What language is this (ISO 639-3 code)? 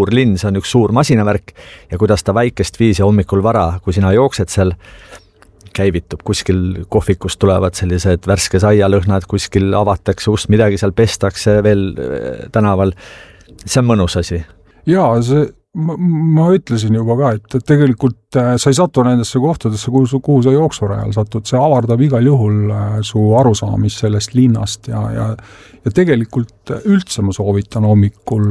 est